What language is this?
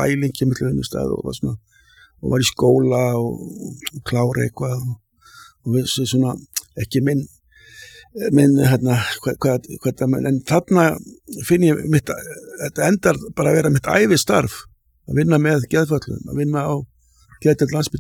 Icelandic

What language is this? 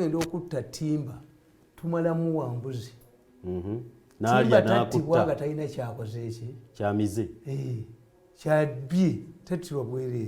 Ganda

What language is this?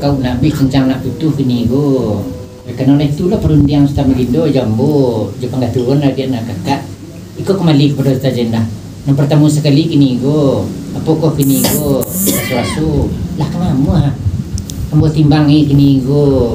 Minangkabau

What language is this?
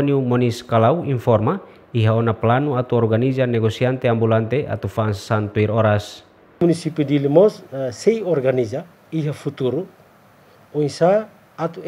Tetum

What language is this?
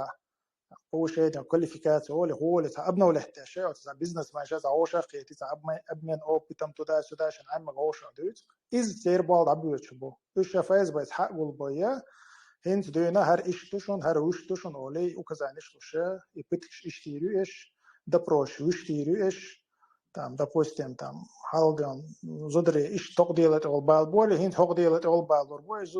Chechen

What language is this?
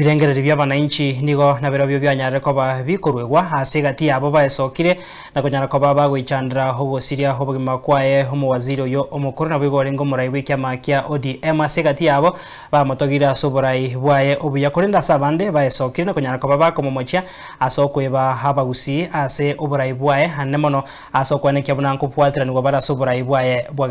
Gusii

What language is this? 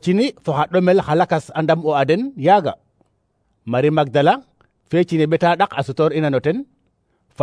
Serer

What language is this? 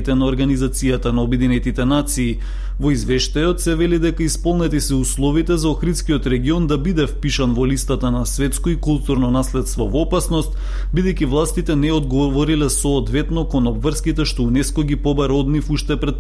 Macedonian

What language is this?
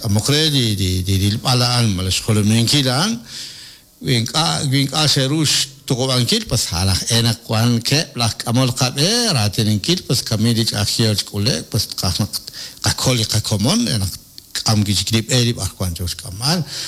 Kekchí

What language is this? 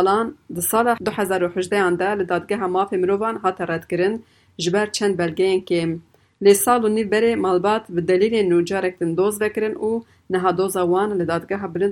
Kurdish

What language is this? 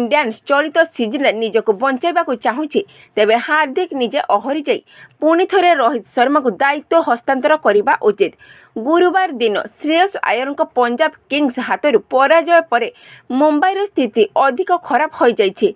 Odia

